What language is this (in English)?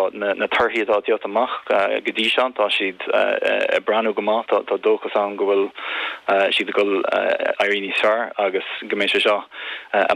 Irish